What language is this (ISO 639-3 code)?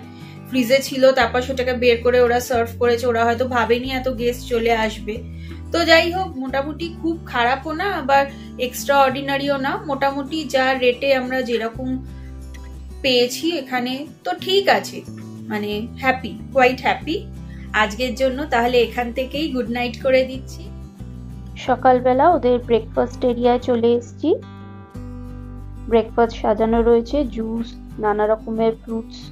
ben